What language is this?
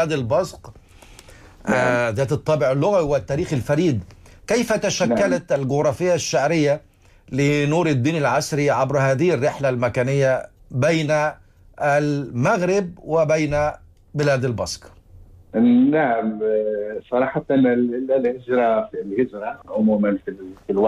Arabic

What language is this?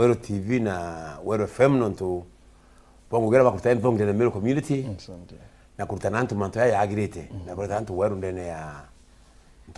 Meru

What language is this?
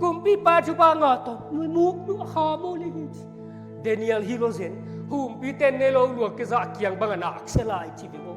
Tedim Chin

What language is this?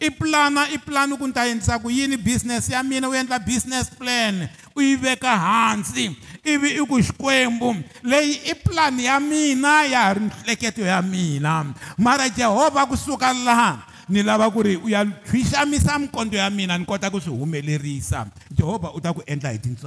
Tsonga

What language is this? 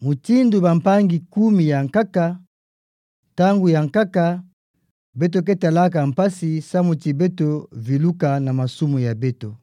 Kituba (Democratic Republic of Congo)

